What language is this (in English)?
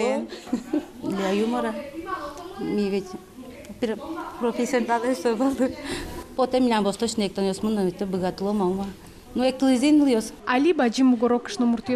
Udmurt